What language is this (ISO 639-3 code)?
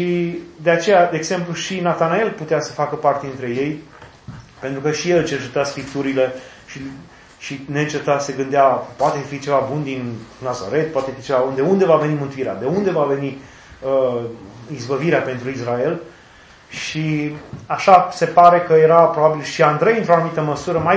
ron